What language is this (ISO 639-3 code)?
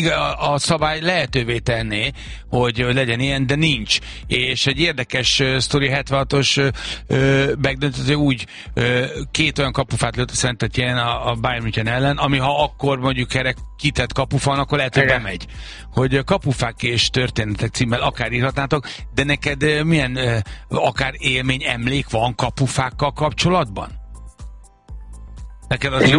hun